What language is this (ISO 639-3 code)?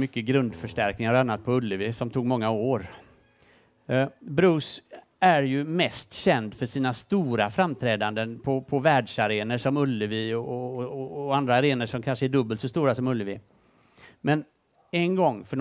swe